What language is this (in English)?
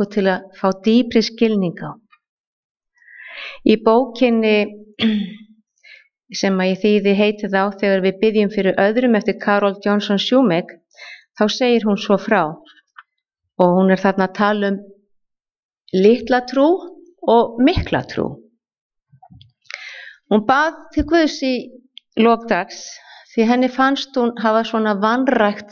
Icelandic